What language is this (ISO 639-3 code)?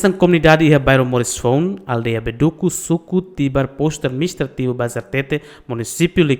tet